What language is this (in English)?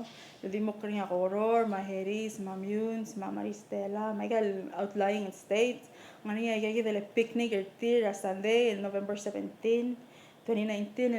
Palauan